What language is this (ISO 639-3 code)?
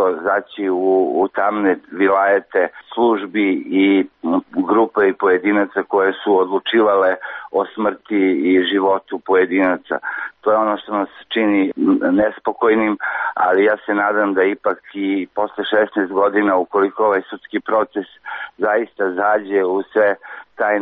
srp